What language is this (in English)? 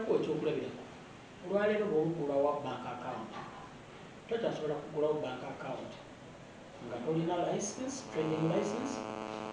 Ganda